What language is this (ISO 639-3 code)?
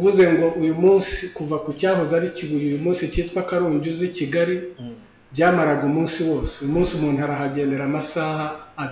kin